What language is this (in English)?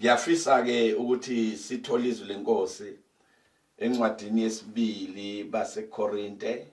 Zulu